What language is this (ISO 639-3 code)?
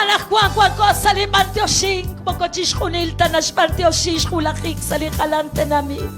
kek